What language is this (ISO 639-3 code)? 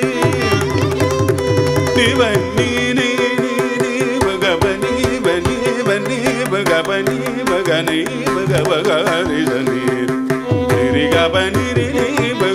tam